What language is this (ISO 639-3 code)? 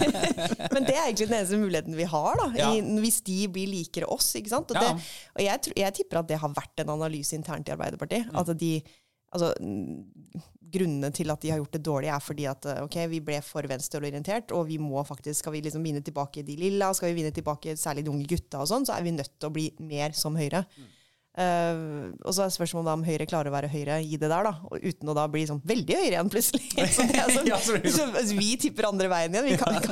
nor